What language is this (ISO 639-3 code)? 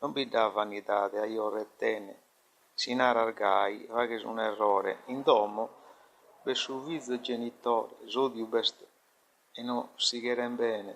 srd